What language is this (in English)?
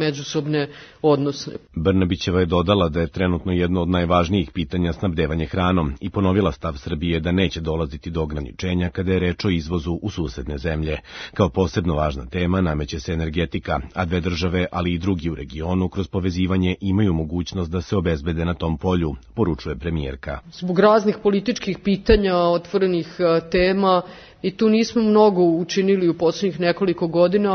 Serbian